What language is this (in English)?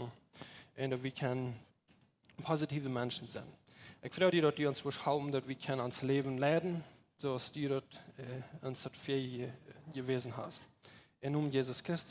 Plautdietsch